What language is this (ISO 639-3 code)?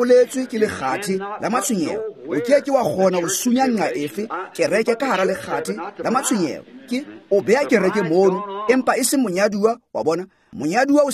tsn